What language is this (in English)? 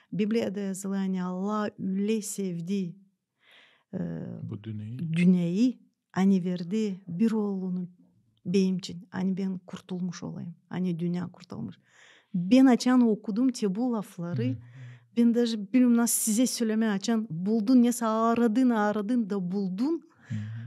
Gagauz